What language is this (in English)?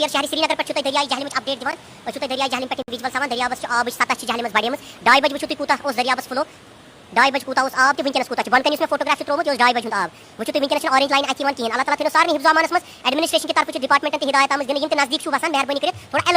Kashmiri